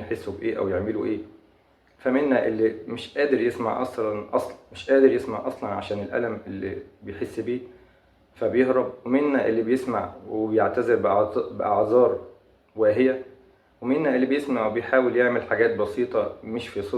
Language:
Egyptian Arabic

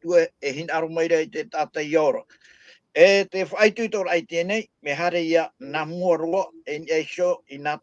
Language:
Tahitian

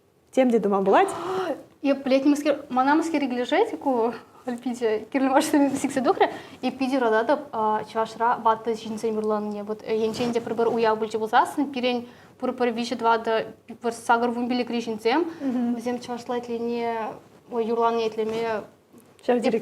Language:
Chuvash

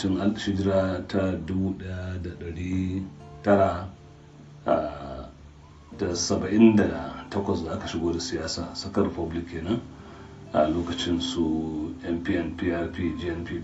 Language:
Hausa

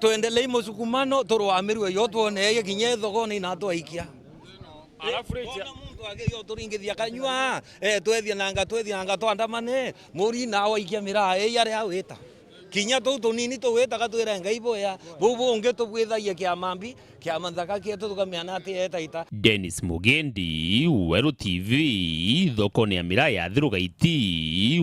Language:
Meru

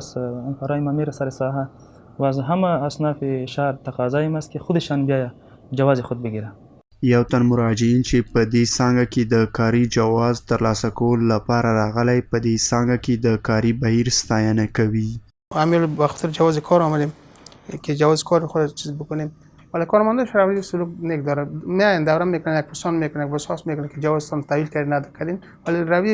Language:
Pashto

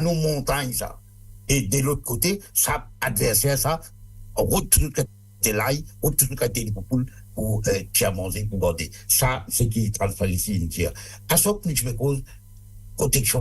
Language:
Morisyen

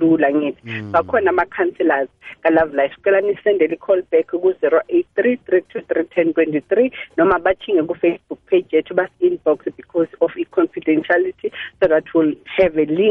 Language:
South Ndebele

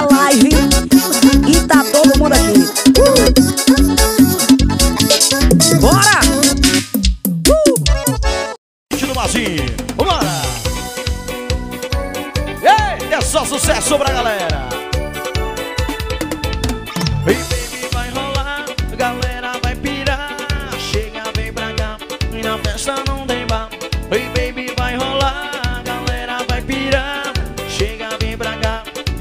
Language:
Portuguese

